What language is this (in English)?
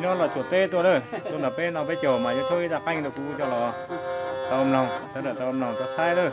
Hmong